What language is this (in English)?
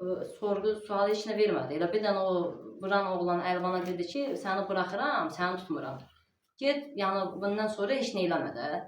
Azerbaijani